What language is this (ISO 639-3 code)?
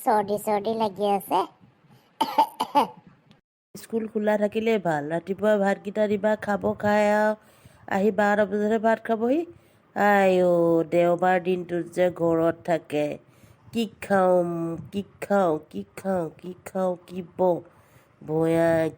asm